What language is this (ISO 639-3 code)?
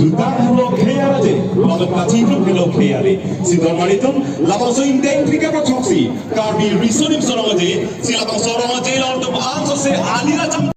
mjw